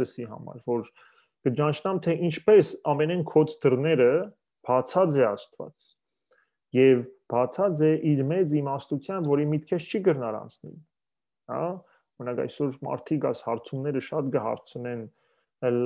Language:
Western Armenian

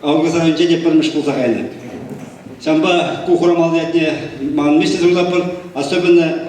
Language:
Chuvash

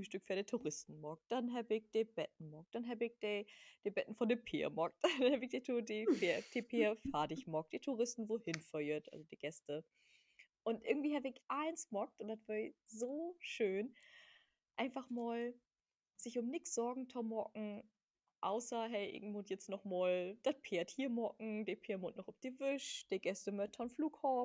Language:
Low German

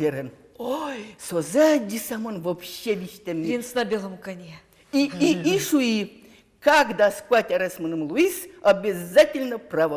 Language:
Udmurt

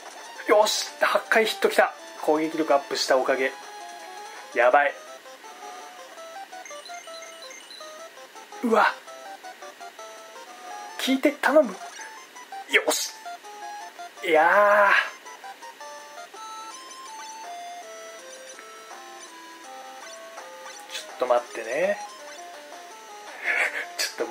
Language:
Japanese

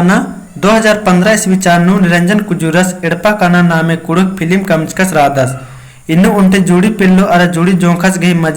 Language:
Kurukh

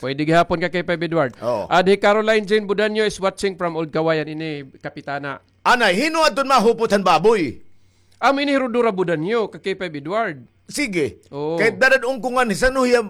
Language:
Waray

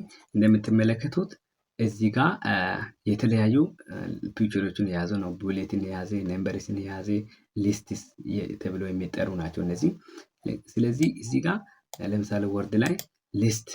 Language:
Amharic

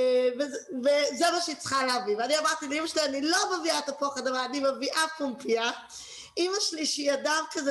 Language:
Hebrew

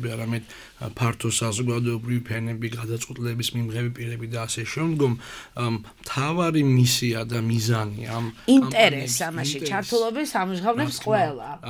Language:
Georgian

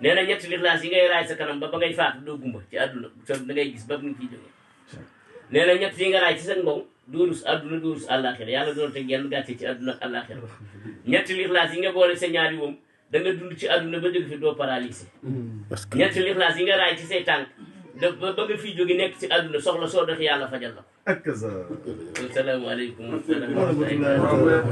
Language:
Wolof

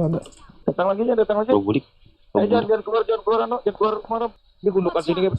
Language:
Banjar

